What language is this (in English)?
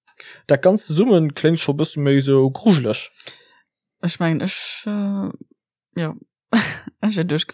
Luxembourgish